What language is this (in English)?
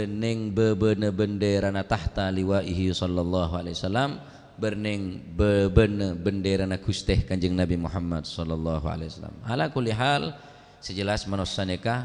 Madurese